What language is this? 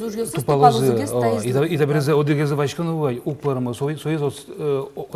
Udmurt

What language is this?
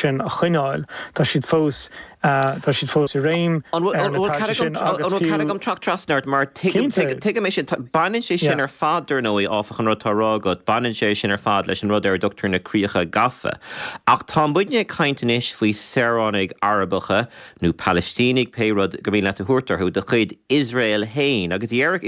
Irish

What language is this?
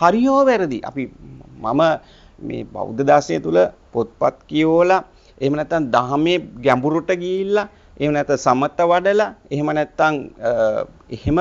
Sinhala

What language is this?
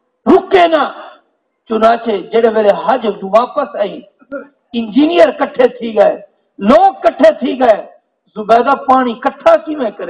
Saraiki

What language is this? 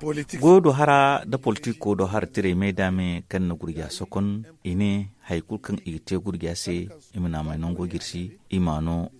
Zarma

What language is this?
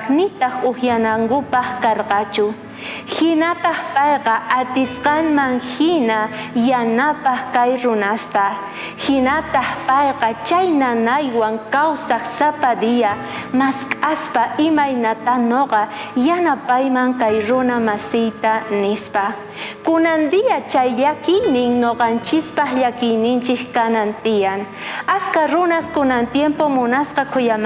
South Bolivian Quechua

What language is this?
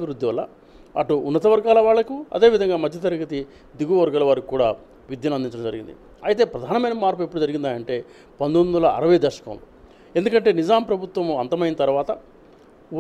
Telugu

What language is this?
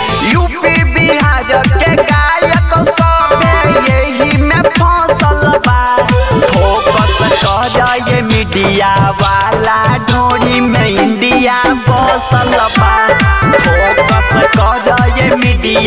Bhojpuri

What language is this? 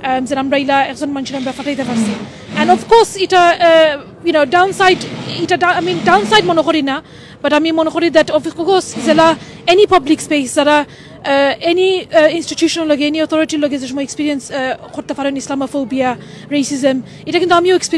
Sylheti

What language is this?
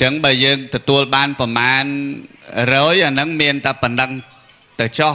Khmer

